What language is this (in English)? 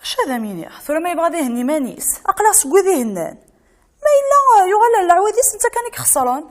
Kabyle